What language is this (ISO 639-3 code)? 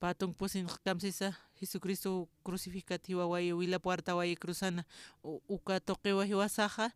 aym